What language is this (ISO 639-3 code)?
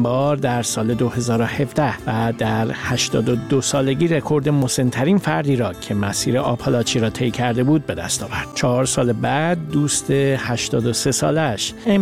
fas